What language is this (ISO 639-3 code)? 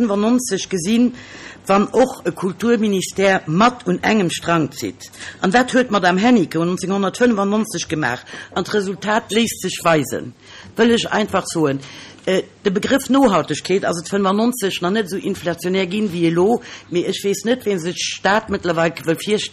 ltz